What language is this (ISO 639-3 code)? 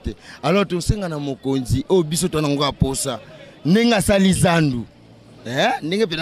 lin